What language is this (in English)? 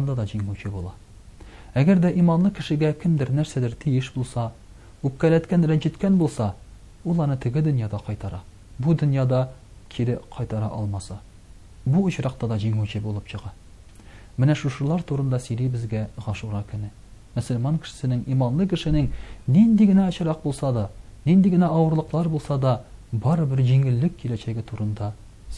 Tatar